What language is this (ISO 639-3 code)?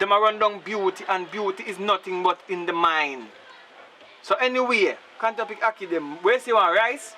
jam